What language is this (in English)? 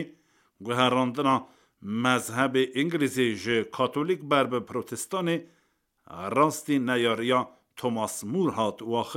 Kurdish